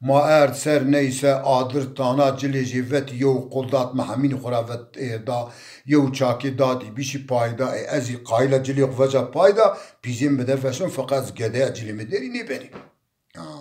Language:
Zaza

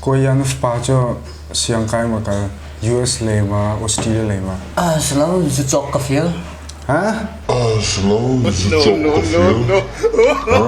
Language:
Hakha Chin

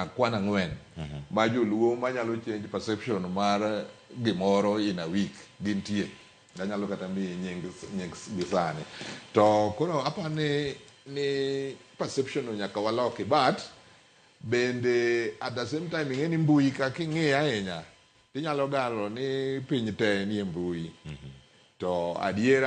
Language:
Luo (Kenya and Tanzania)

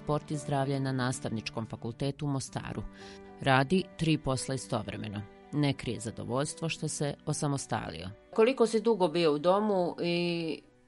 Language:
Bosnian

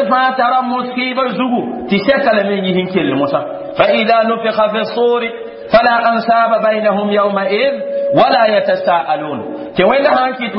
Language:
Mossi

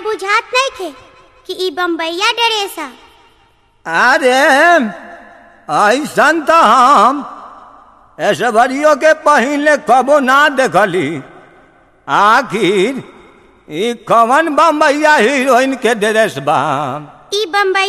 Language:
Bhojpuri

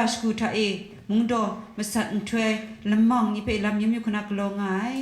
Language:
Kachin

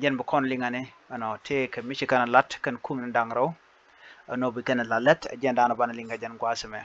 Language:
Nuer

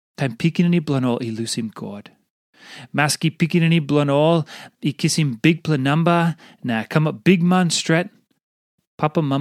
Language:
Tok Pisin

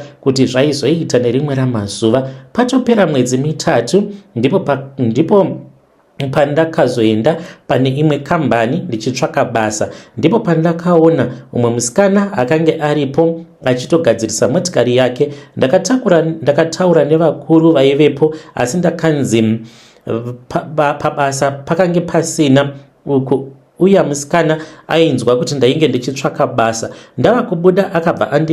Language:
Shona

